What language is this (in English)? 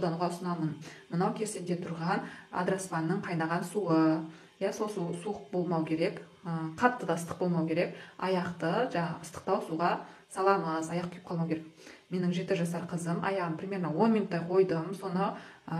Kazakh